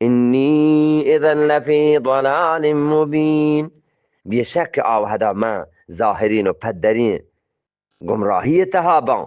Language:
Eastern Balochi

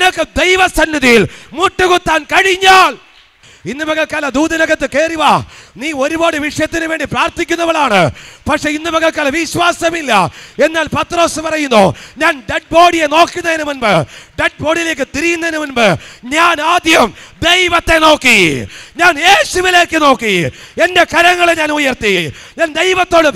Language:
Malayalam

